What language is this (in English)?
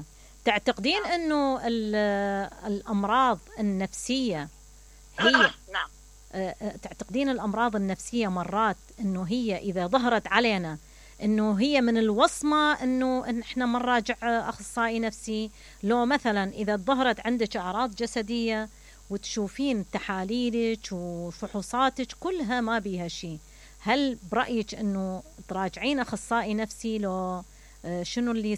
Mesopotamian Arabic